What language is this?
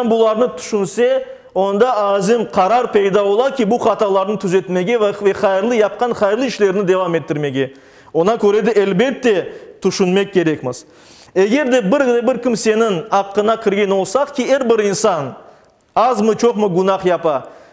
Crimean Tatar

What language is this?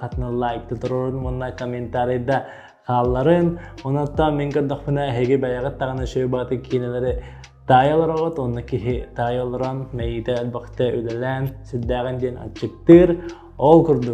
Yakut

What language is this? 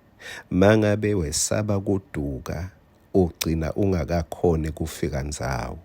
Swati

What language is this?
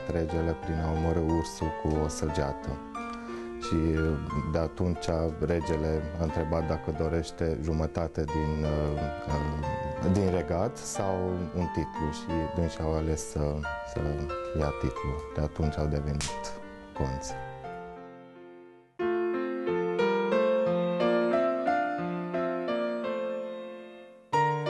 Romanian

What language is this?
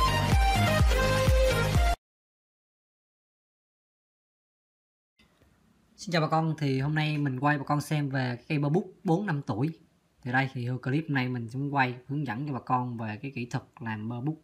Vietnamese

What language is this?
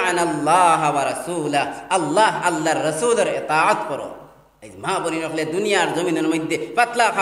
Sylheti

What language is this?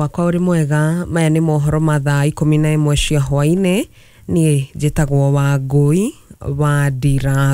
Kikuyu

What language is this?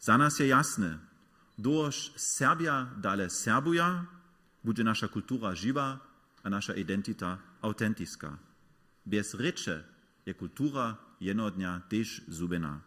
Upper Sorbian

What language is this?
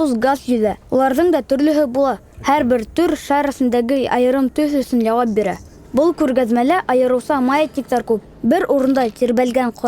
Bashkir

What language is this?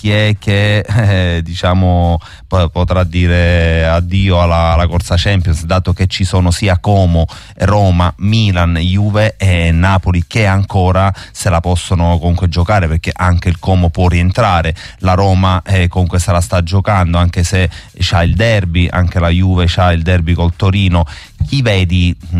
Italian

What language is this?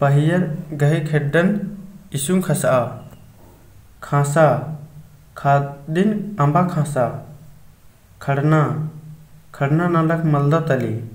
Kurukh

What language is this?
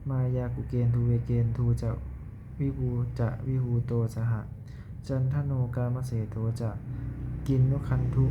Pali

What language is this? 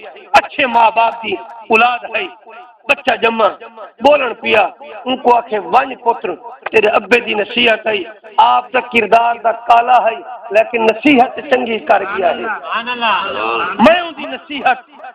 Saraiki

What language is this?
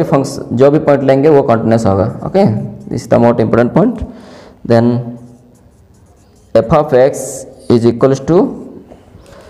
Hindi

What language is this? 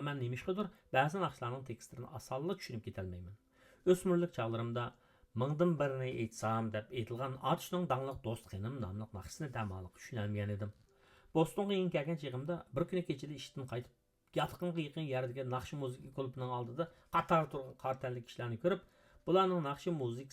Uyghur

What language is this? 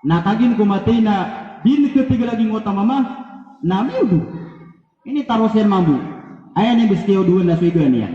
Maranao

